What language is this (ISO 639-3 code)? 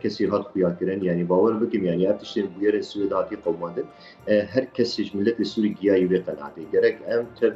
kur